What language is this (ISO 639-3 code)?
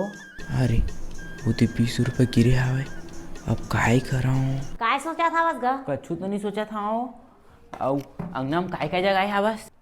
hne